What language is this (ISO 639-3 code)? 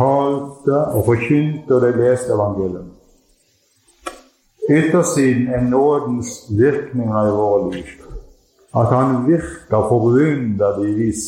nor